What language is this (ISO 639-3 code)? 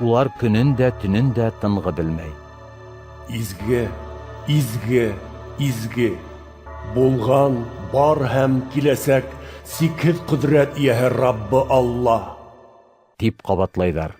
bak